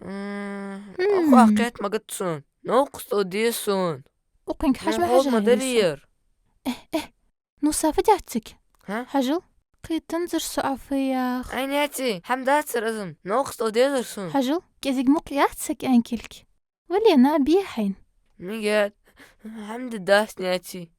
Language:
Ingush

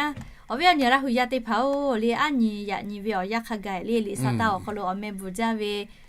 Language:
Lahu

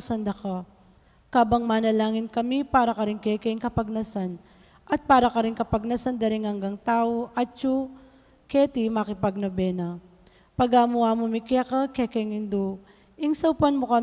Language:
Pampanga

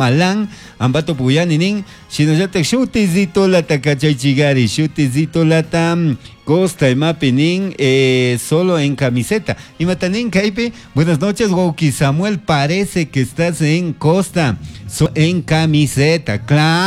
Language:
Chimborazo Highland Quichua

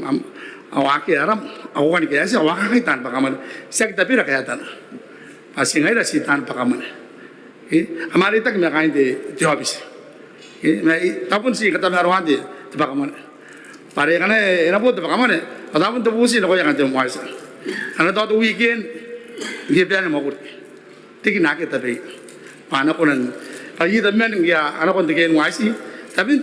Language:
Gilbertese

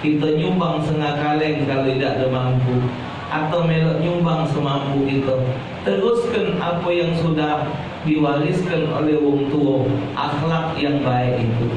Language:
Musi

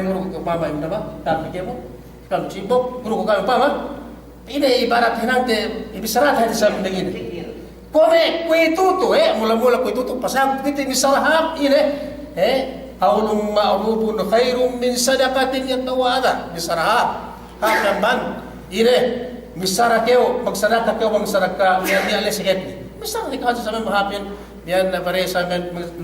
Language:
Yakan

